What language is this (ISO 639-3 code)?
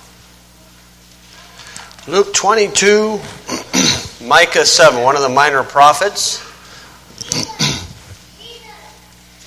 eng